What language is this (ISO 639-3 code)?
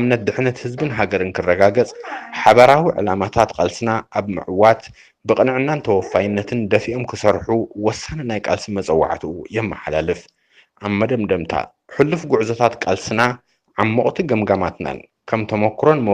tir